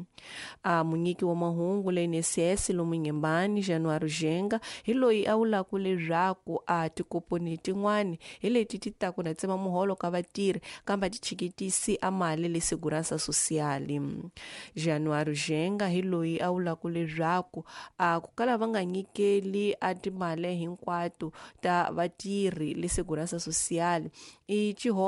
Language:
Tsonga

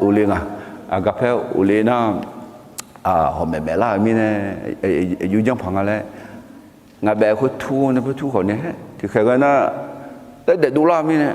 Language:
Akha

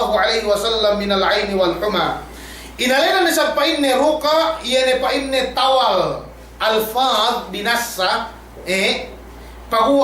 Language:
Yakan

